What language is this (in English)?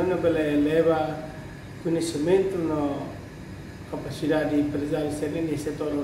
Tetum